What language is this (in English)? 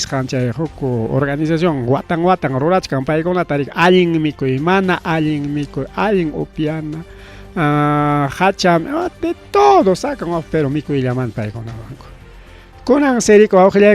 Ayacucho Quechua